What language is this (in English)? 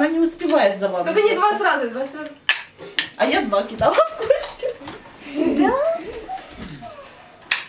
Russian